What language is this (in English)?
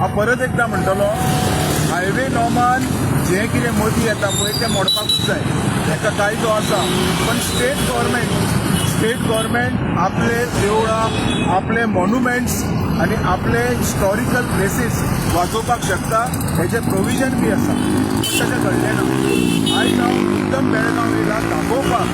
Konkani